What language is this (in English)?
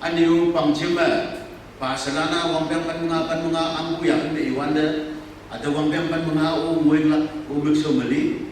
Konyak Naga